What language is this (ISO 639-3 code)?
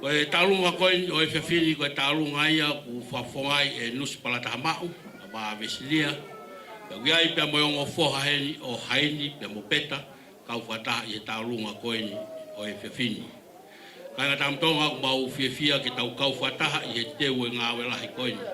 ton